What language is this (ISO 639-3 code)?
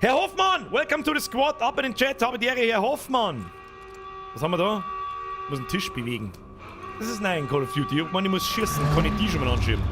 bar